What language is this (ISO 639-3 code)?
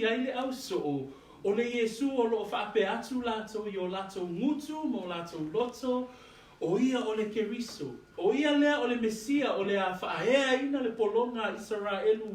smo